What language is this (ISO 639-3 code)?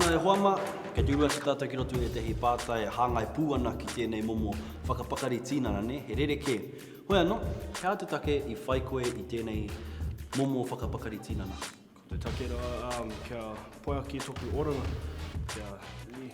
mri